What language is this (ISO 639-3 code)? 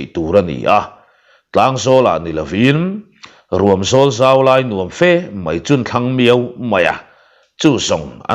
lus